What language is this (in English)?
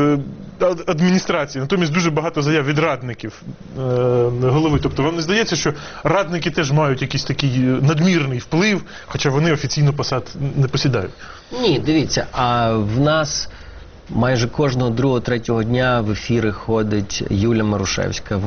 Ukrainian